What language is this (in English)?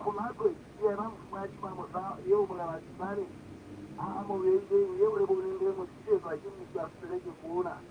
Southern Sotho